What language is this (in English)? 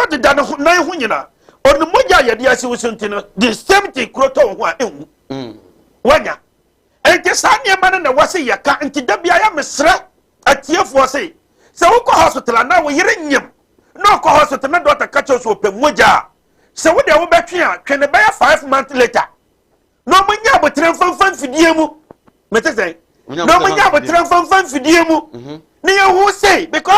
Akan